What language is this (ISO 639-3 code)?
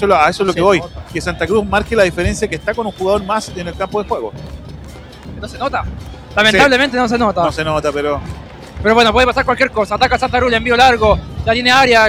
spa